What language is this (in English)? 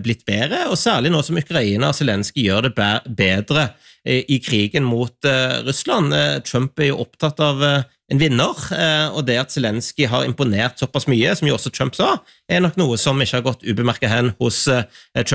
Norwegian